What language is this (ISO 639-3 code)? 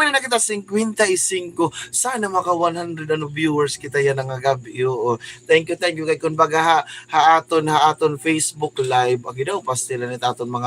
war